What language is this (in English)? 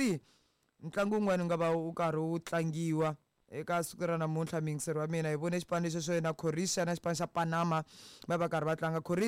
Tsonga